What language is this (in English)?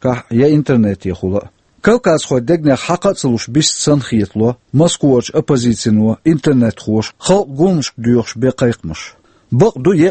Chechen